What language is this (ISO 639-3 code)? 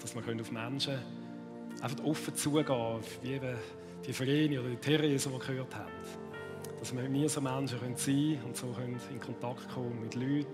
gsw